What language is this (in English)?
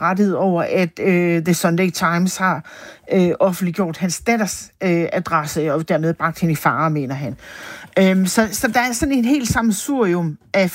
Danish